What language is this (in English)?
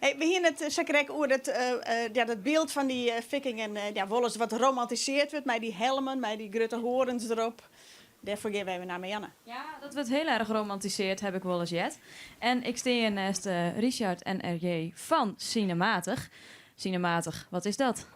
Western Frisian